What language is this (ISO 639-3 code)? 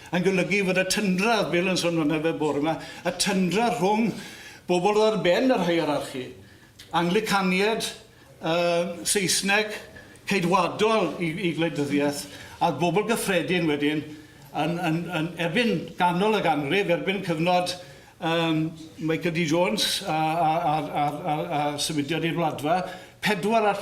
cym